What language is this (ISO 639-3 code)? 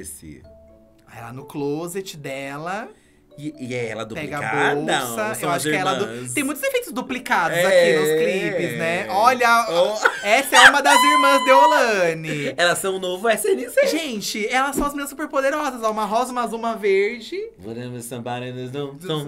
por